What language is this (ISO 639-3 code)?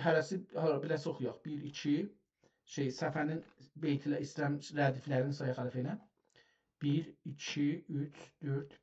azb